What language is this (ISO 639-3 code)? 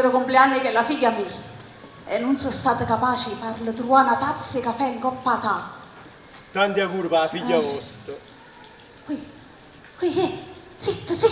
nap